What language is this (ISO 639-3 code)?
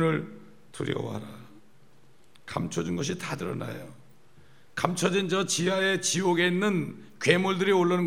kor